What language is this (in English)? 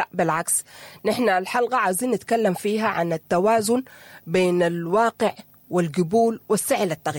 Sudanese Arabic